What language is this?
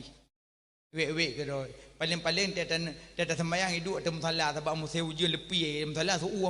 Achinese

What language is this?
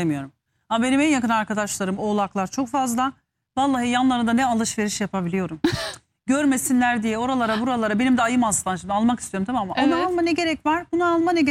Turkish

